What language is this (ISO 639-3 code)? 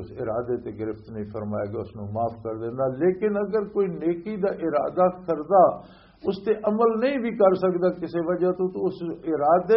lah